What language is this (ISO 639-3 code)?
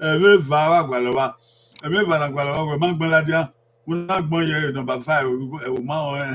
bin